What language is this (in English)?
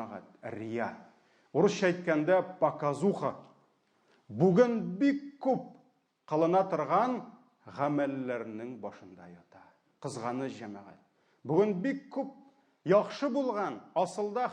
Tatar